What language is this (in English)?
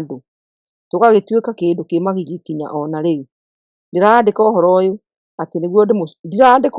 Kikuyu